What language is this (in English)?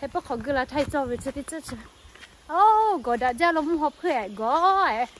Lahu